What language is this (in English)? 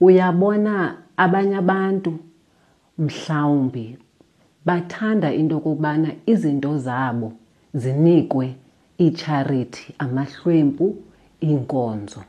Xhosa